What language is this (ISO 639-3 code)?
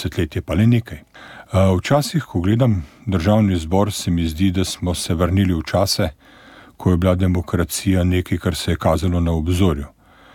slv